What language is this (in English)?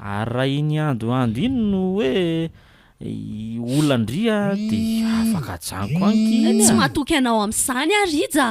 Malagasy